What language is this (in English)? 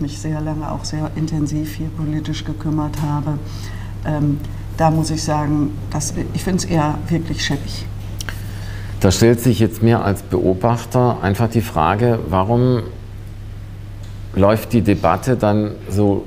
German